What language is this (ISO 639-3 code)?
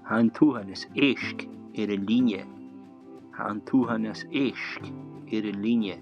gla